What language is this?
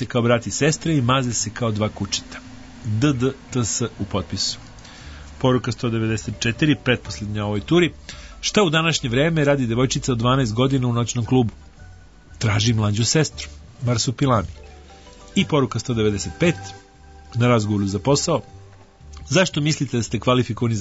Serbian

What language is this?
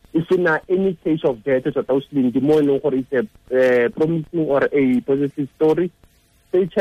Tswana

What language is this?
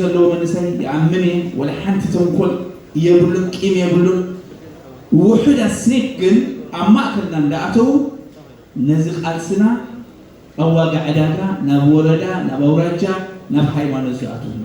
Tigrinya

